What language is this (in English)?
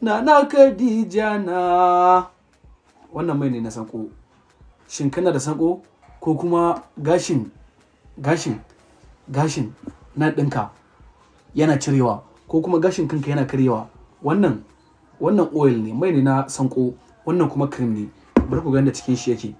Hausa